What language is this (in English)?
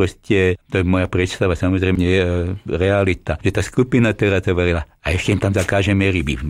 Slovak